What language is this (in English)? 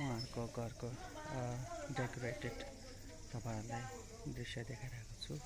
Nepali